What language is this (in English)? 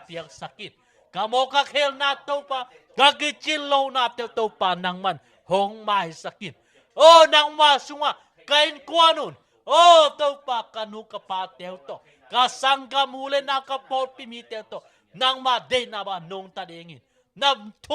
Tedim Chin